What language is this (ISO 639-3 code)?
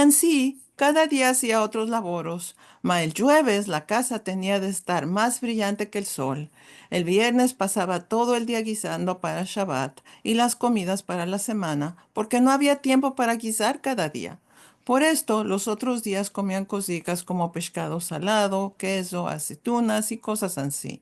lad